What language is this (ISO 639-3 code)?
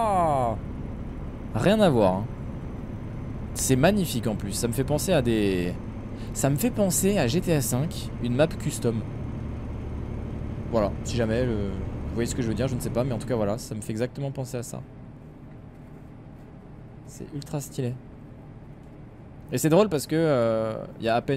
fra